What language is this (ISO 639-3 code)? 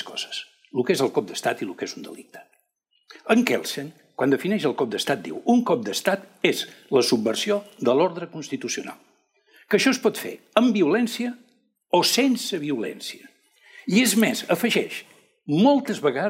cat